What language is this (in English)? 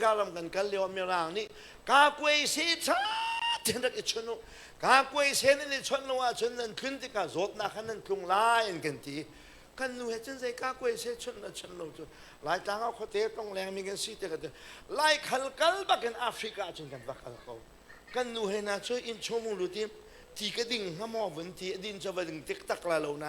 Hakha Chin